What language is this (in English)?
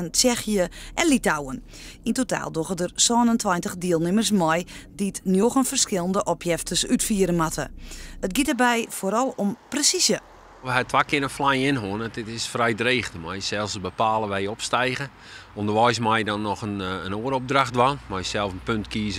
Western Frisian